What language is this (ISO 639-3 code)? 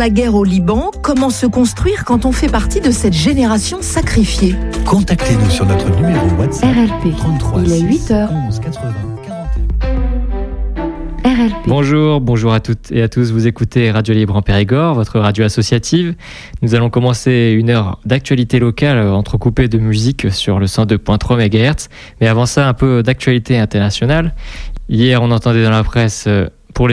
fra